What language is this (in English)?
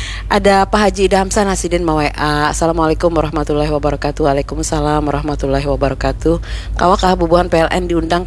Banjar